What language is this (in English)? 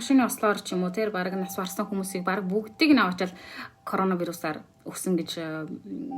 Mongolian